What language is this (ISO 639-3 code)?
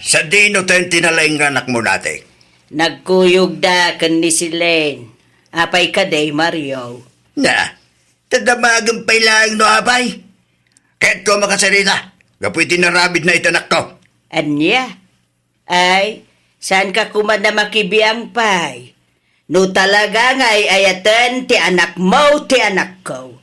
ilo